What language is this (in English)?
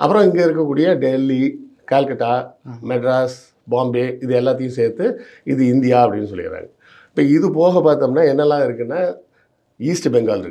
Tamil